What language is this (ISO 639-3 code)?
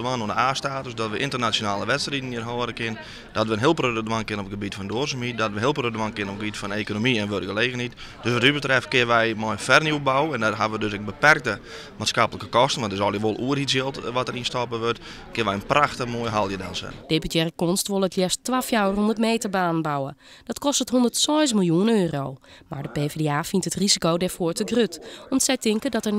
fry